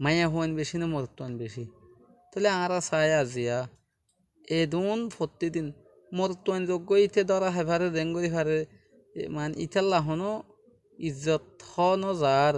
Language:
Rohingya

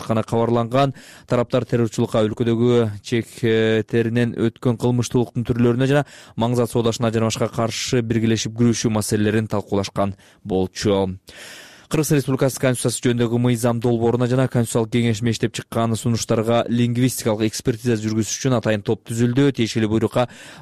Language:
Kyrgyz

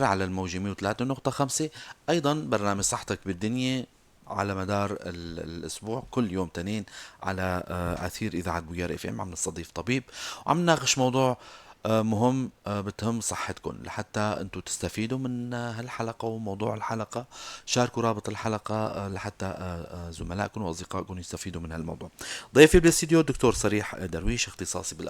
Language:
North Levantine Arabic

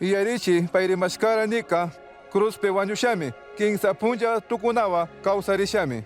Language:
Chimborazo Highland Quichua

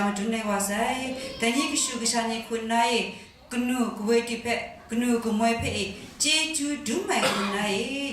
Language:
Kachin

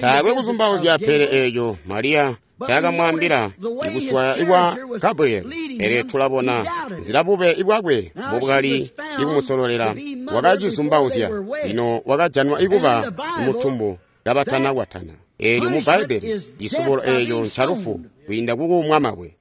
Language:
Tonga (Zambia)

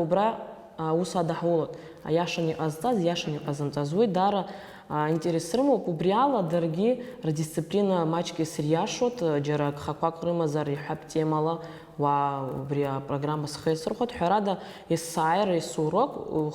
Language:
Abkhazian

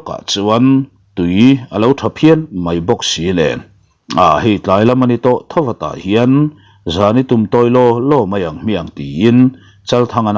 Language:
Mizo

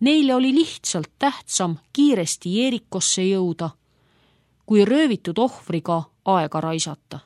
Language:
Estonian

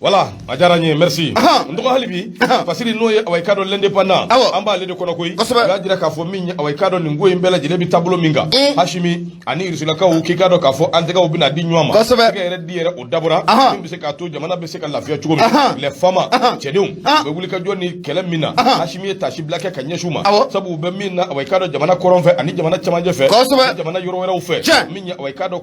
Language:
Bambara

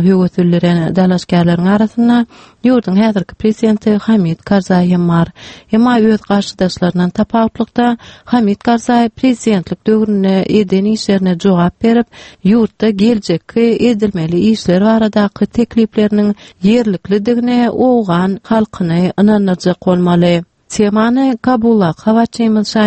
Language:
Turkmen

